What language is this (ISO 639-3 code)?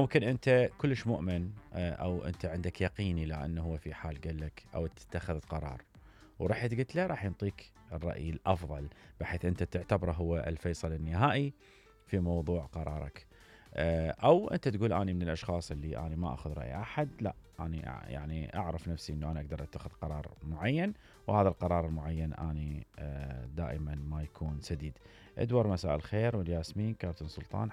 acm